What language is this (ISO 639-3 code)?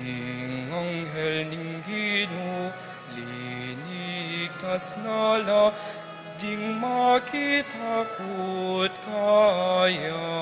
pam